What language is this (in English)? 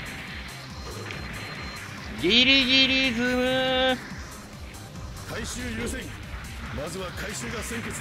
Japanese